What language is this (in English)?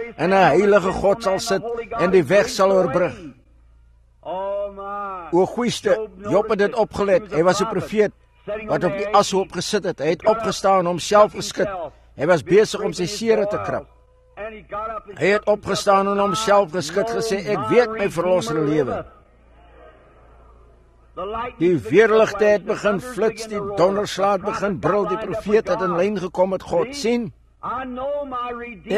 Afrikaans